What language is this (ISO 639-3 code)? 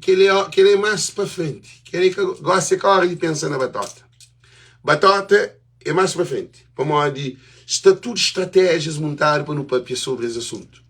kea